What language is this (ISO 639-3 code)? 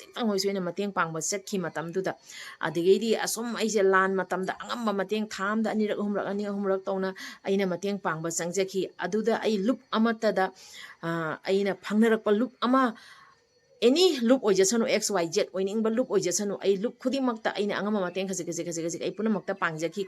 mni